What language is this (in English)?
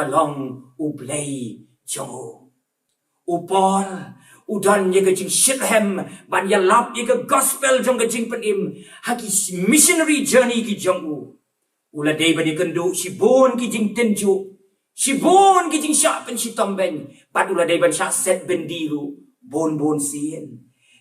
Khasi